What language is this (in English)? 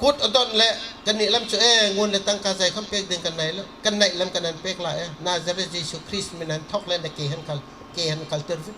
Bawm Chin